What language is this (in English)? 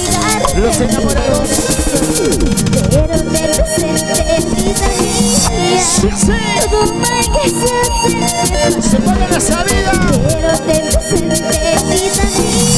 Spanish